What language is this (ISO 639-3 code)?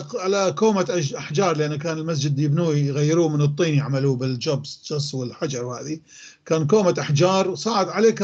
apc